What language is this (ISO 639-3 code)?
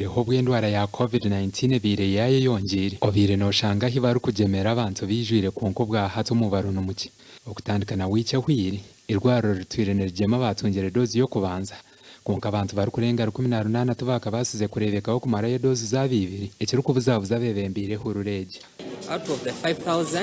nyn